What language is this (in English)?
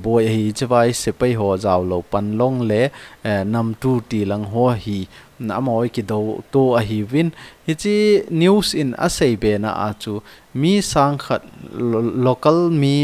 Thado Chin